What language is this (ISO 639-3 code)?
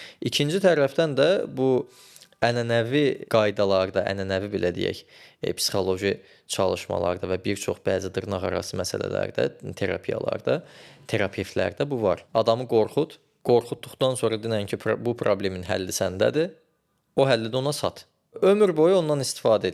aze